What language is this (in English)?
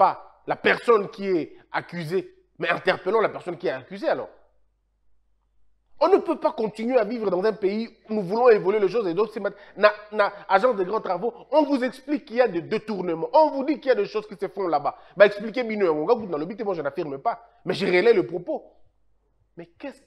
French